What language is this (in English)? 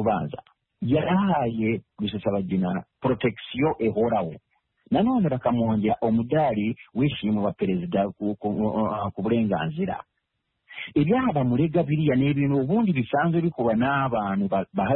Kinyarwanda